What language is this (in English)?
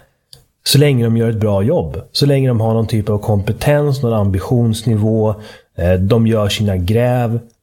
Swedish